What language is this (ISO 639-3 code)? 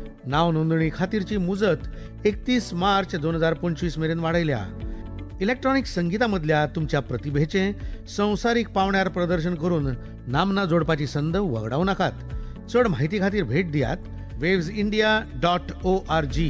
kok